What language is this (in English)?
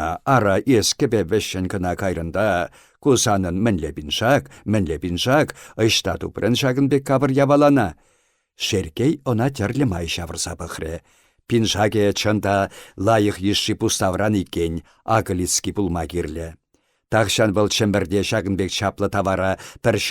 Chuvash